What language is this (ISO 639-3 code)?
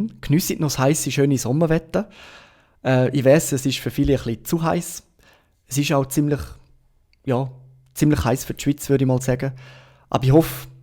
gsw